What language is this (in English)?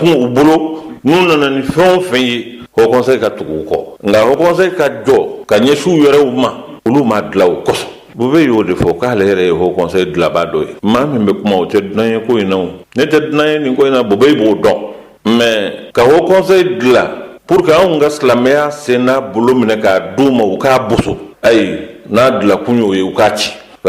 Bambara